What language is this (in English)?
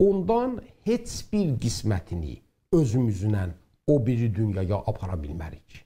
South Azerbaijani